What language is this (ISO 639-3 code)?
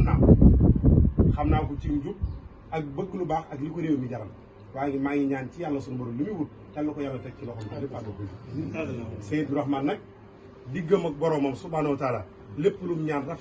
wol